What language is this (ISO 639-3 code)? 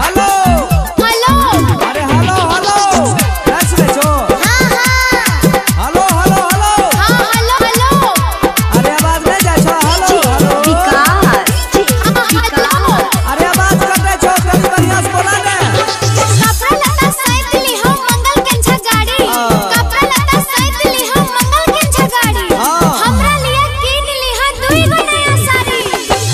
mai